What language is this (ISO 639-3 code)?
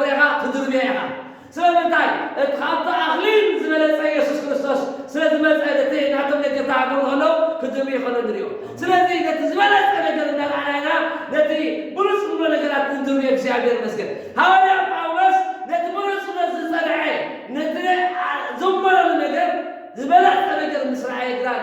tir